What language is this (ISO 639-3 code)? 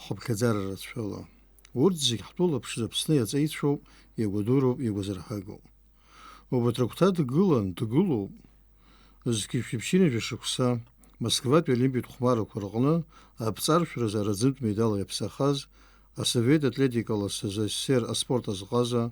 abk